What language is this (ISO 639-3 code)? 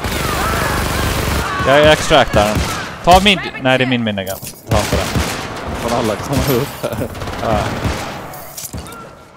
swe